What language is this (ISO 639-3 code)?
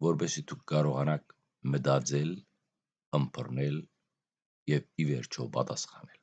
hyw